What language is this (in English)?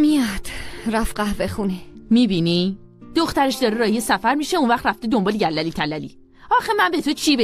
Persian